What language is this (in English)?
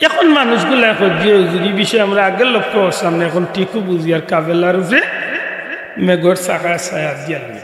Sylheti